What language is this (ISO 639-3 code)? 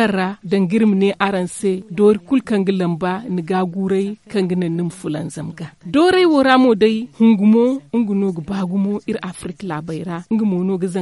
dje